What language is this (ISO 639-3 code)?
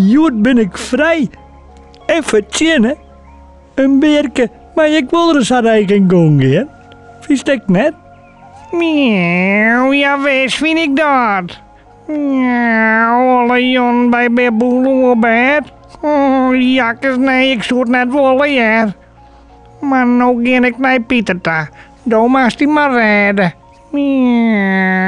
fry